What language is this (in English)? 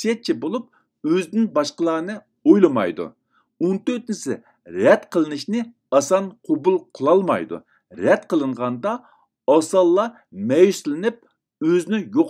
Uyghur